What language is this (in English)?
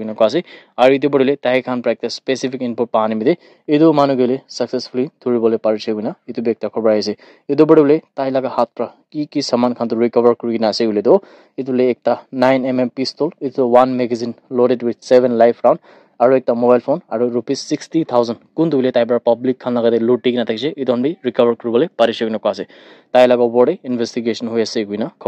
Naga Pidgin